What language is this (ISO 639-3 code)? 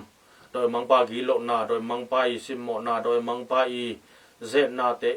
ctd